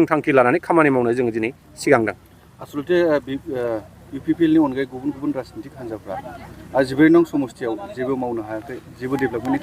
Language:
Bodo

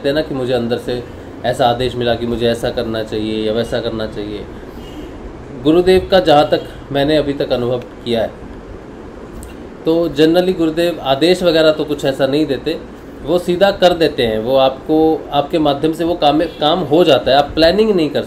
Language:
Hindi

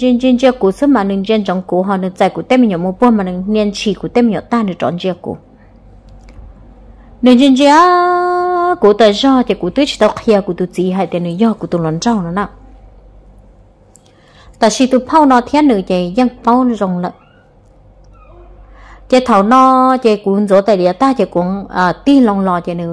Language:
Vietnamese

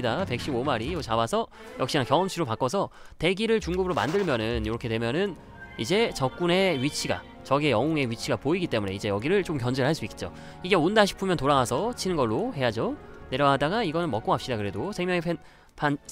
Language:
Korean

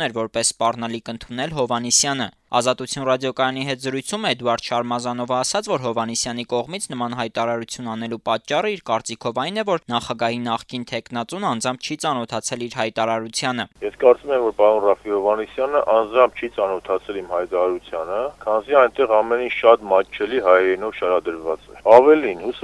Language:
Armenian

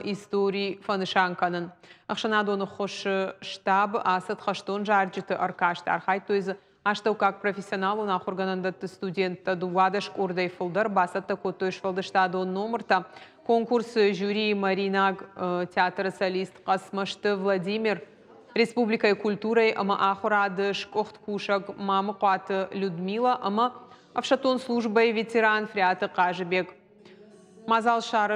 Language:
Ossetic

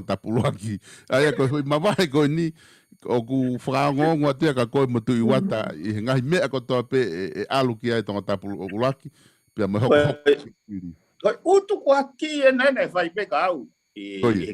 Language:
Tongan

